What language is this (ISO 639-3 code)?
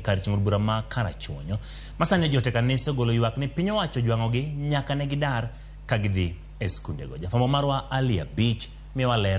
luo